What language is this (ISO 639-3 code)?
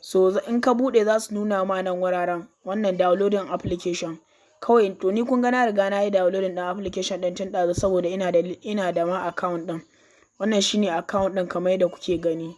hau